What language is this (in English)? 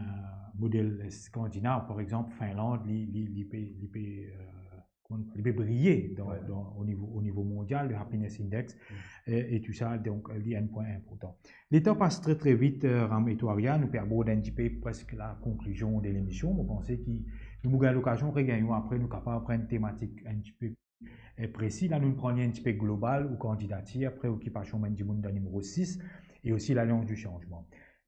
Morisyen